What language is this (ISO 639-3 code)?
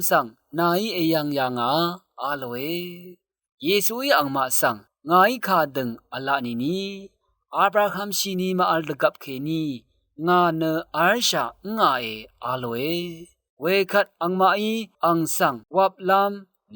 raw